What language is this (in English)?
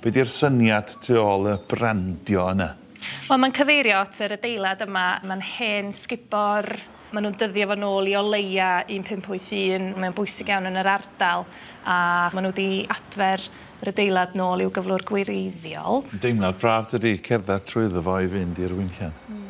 Welsh